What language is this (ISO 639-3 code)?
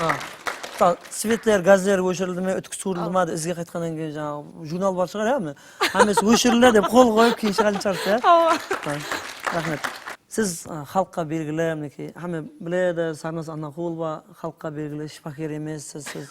kaa